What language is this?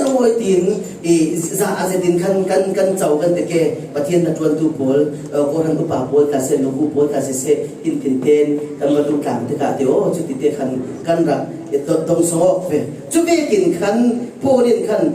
Falam Chin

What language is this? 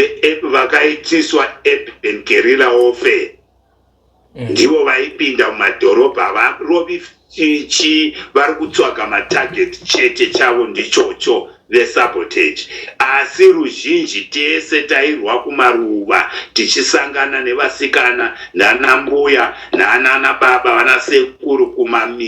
Shona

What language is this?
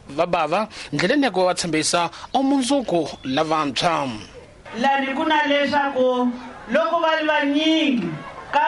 Tsonga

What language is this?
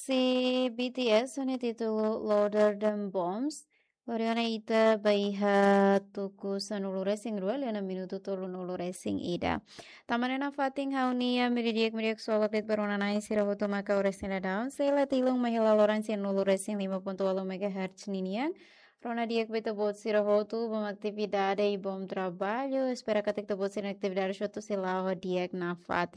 Tetum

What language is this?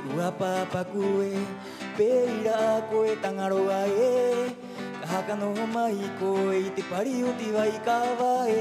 Rapanui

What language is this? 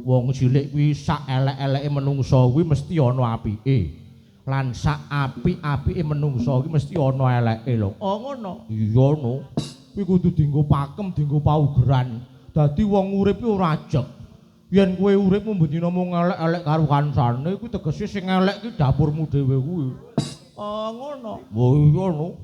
Javanese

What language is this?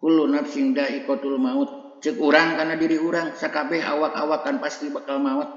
Sundanese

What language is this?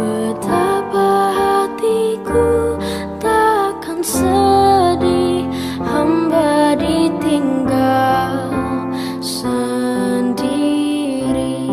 Betawi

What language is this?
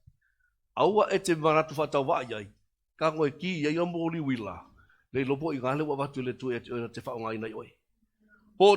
Samoan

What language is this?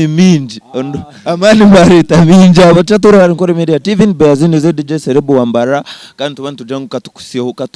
Nyankole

